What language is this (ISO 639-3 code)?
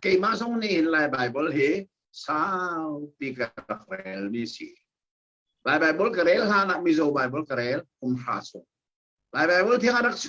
cnh